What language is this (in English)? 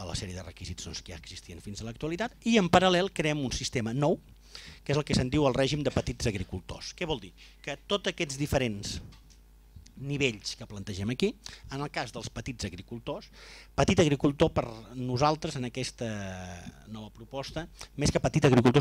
Catalan